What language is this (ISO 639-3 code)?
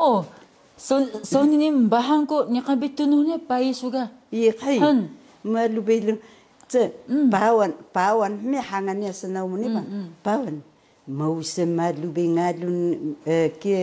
trv